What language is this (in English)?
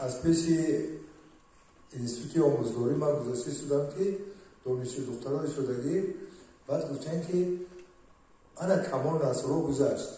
Tajik